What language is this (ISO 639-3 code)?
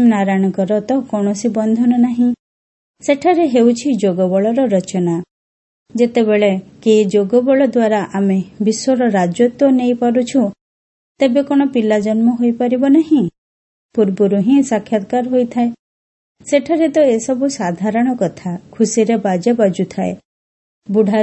ori